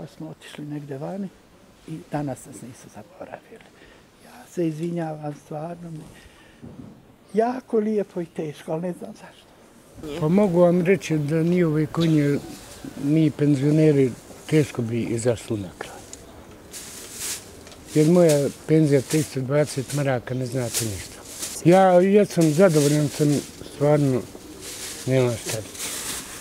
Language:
Bosnian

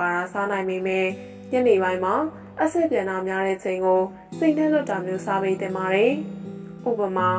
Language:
Burmese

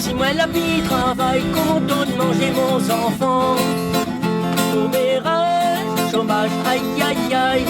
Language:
Réunion Creole French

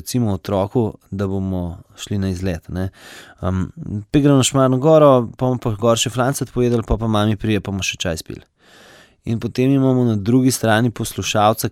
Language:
Slovenian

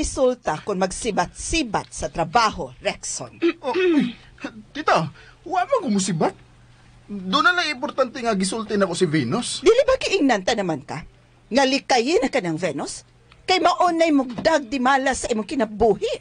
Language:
Cebuano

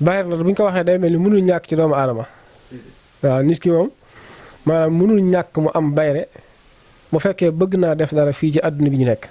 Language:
Wolof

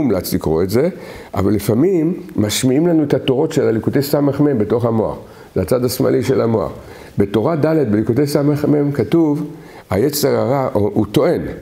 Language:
Hebrew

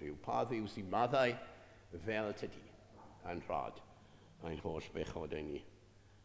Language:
Welsh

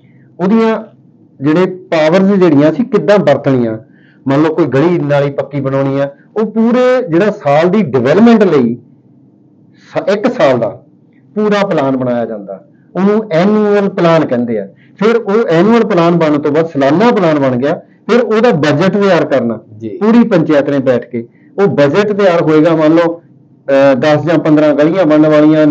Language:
Punjabi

